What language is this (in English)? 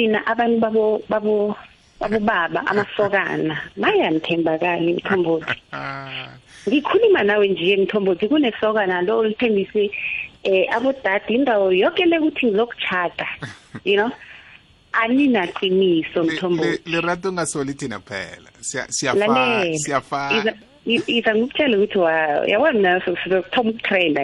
South Ndebele